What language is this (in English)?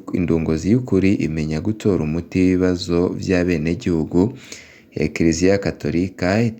Rundi